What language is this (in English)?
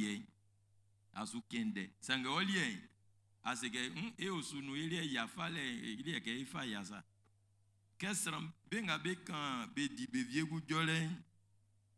Baoulé